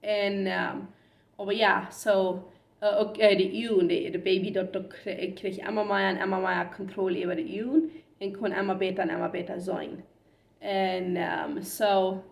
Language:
Plautdietsch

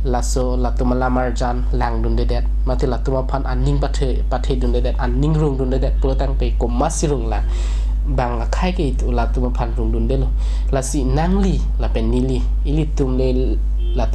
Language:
Karbi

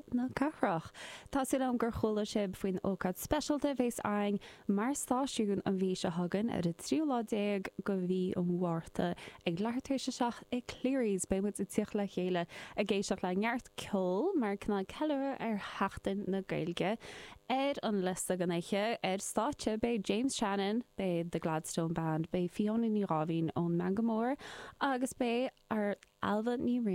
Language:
Irish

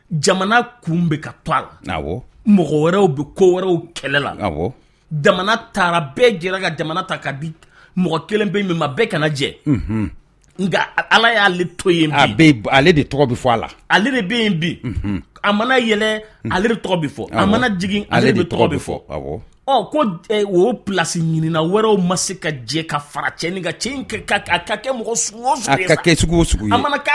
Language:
Bambara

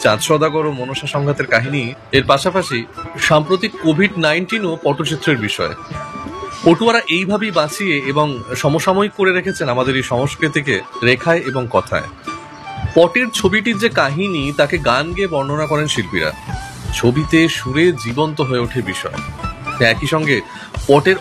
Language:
Bangla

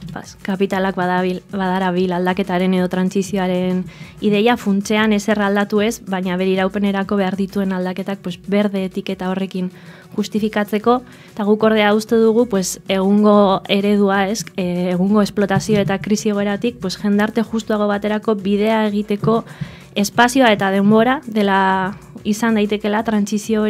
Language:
Basque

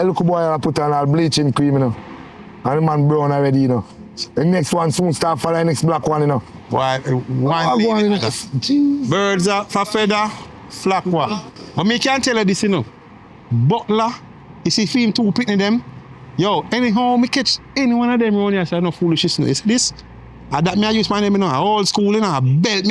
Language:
Jamaican Creole English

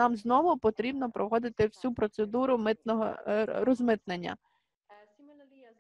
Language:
Ukrainian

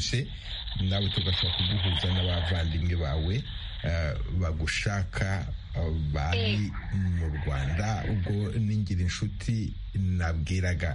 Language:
Kinyarwanda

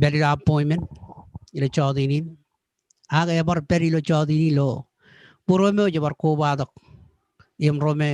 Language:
Marshallese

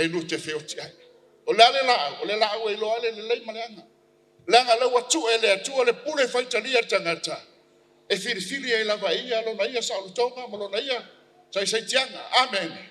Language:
Samoan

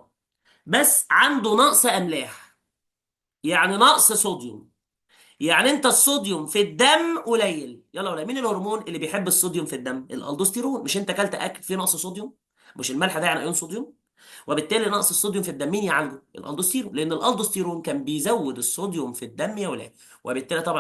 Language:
Egyptian Arabic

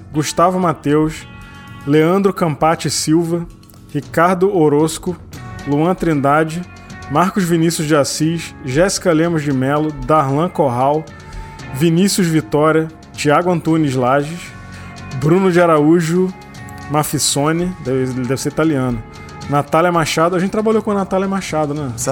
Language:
Portuguese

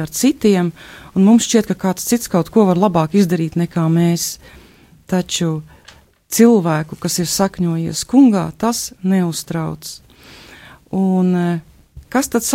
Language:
Latvian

